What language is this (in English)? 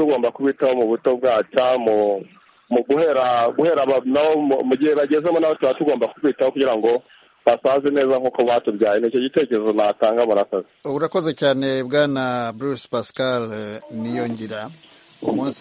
Kinyarwanda